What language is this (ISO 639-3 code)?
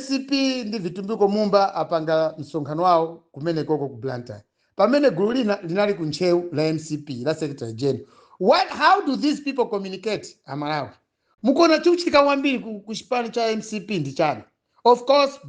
nya